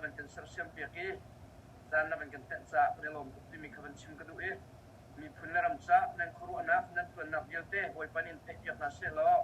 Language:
Hakha Chin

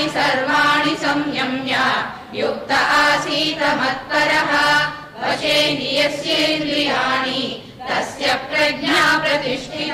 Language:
Sanskrit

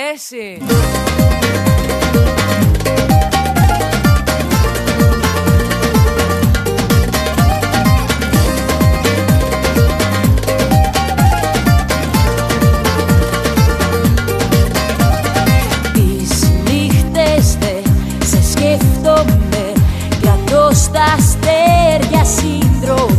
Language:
Greek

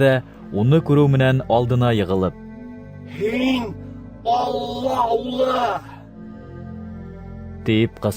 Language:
Bashkir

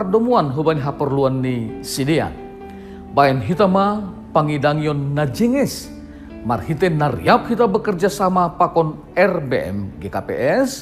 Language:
Batak Simalungun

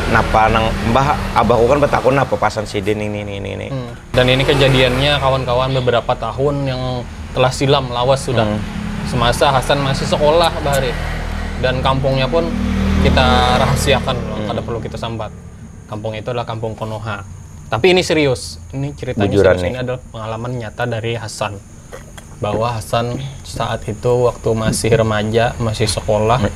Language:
Banjar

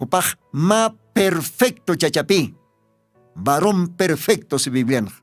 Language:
Aymara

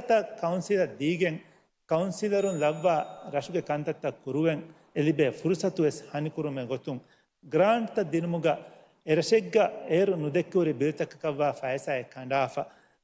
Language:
Divehi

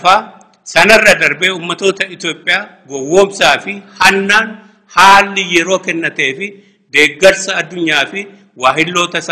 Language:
Oromo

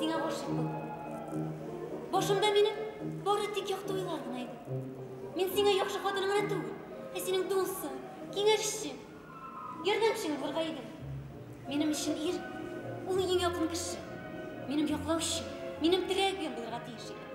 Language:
Bashkir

